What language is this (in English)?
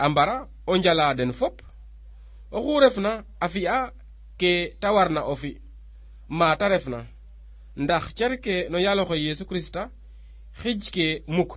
Serer